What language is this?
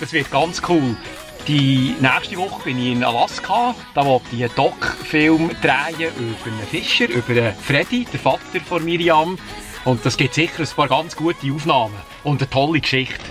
Swiss German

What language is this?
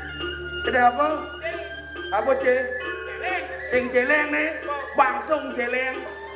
Balinese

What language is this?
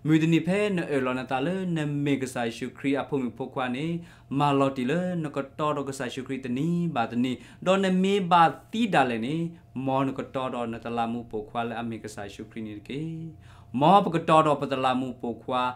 S'gaw Karen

